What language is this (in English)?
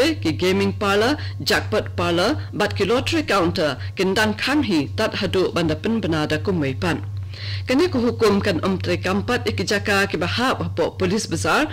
Khasi